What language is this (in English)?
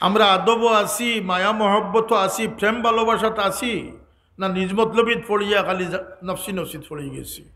Sylheti